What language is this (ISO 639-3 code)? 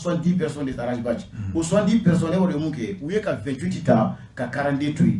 bam